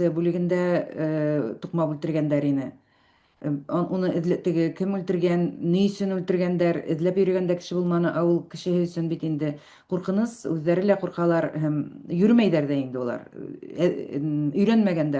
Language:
Bashkir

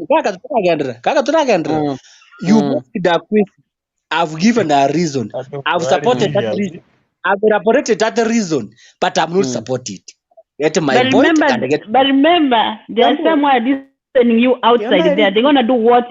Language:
Gusii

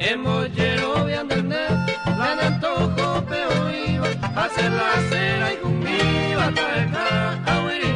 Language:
Guarani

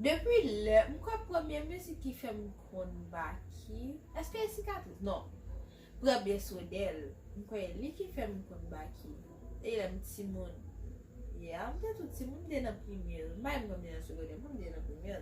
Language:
Haitian Creole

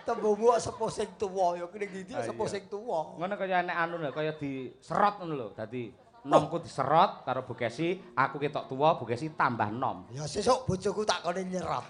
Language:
Javanese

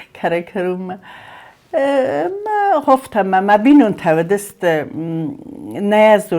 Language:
Ossetic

